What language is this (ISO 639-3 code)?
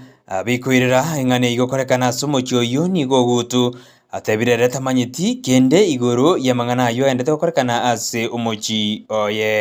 guz